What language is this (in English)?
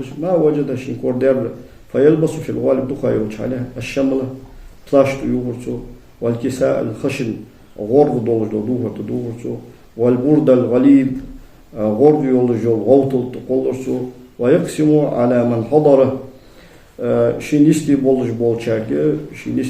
Ingush